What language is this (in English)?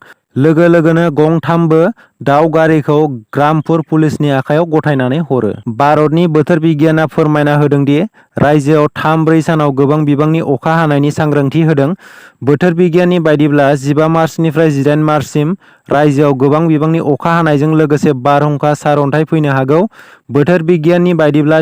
Bodo